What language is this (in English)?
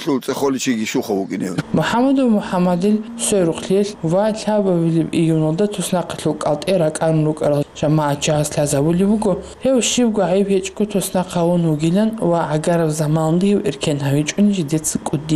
Avaric